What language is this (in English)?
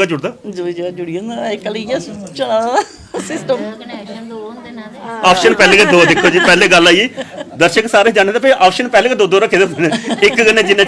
Dogri